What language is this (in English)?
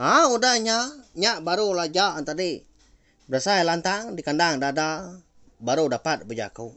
Iban